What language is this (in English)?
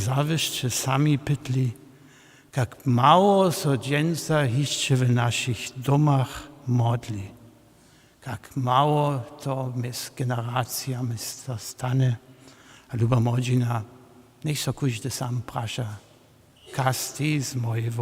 Upper Sorbian